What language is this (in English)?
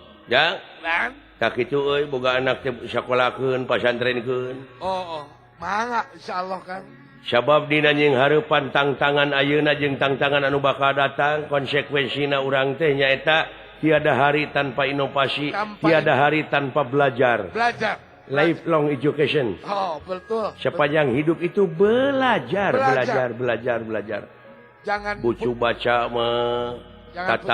Sundanese